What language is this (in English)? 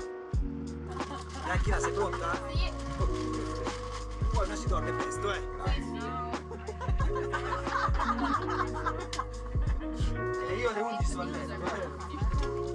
Italian